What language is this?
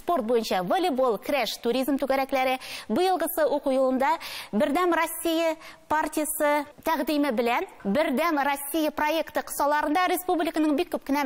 Tatar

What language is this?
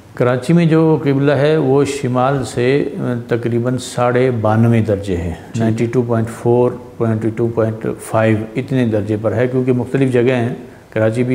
Urdu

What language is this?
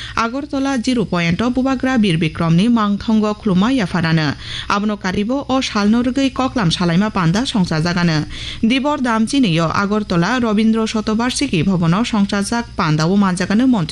Kok Borok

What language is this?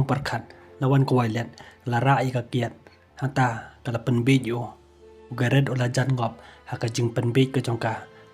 Khasi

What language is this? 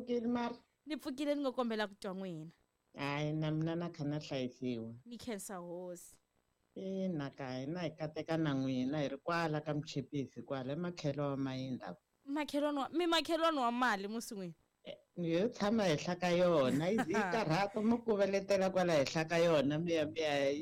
Tsonga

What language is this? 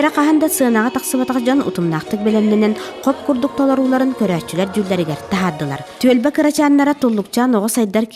Yakut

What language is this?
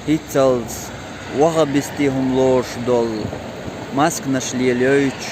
Chechen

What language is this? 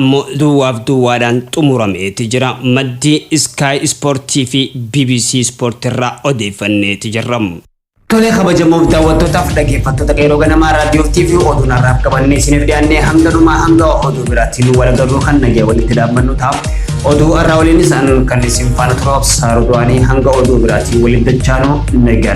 Oromo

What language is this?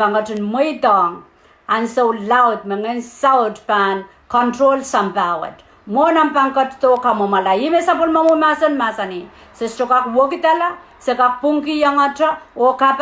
Pohnpeian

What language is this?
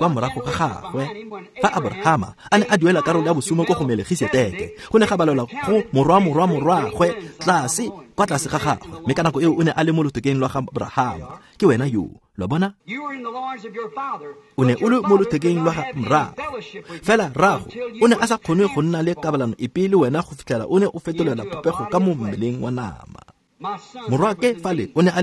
Tswana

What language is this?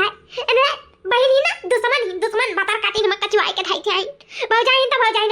Awadhi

